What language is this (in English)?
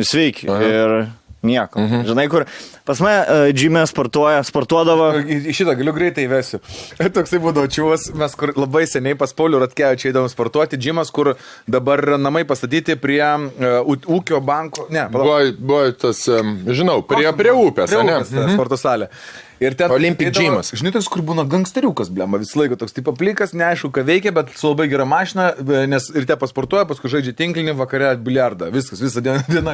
Lithuanian